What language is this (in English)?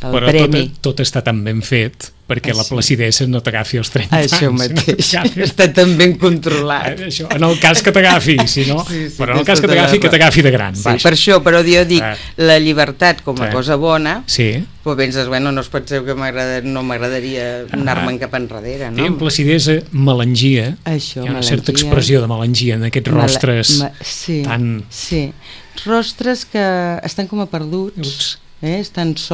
Catalan